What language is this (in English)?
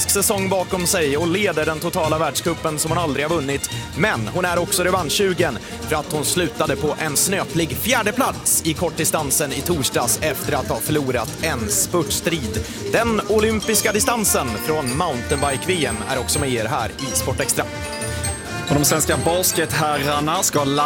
Swedish